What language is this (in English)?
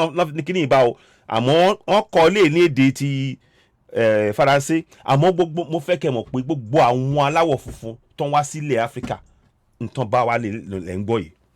Yoruba